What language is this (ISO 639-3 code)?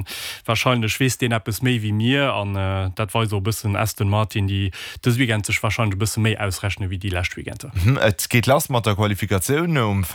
ltz